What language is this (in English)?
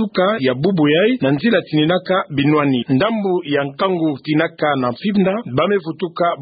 Kituba (Democratic Republic of Congo)